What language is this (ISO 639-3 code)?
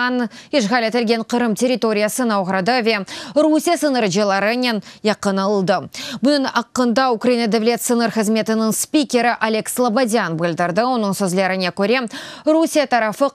crh